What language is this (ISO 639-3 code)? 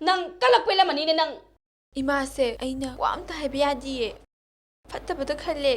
mni